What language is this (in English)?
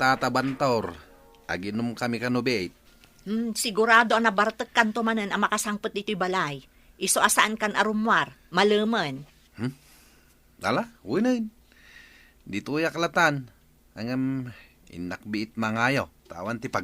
Iloko